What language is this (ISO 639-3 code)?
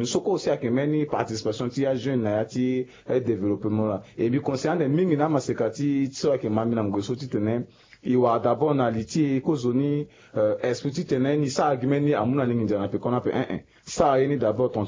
sag